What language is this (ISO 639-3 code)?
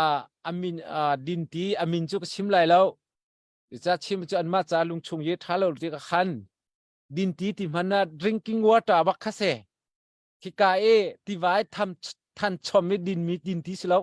cnh